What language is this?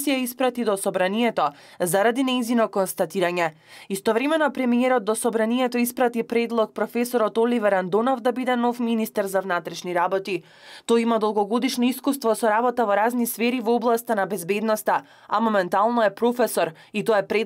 Macedonian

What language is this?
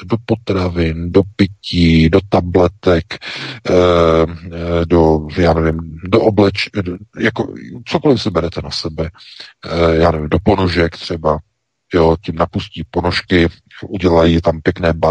Czech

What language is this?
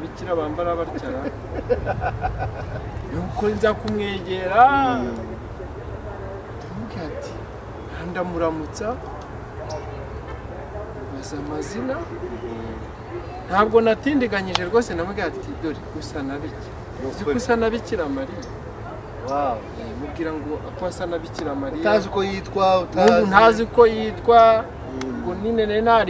Kinyarwanda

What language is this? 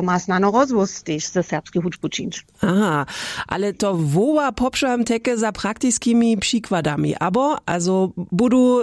Upper Sorbian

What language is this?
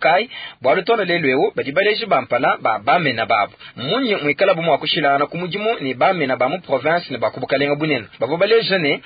Luba-Lulua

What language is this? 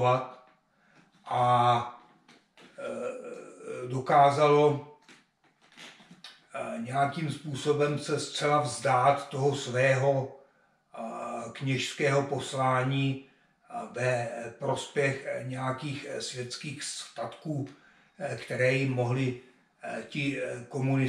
Czech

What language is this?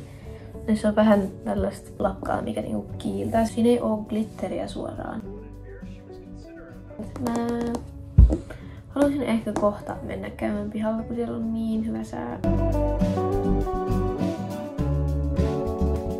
Finnish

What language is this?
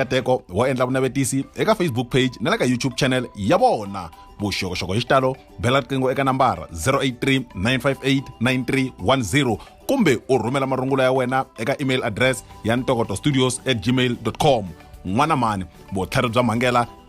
Tsonga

